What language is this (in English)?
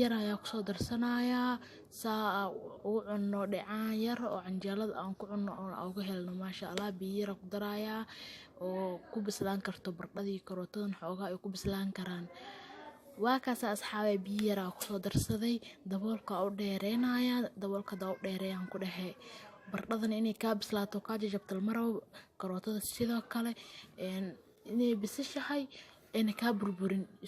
Somali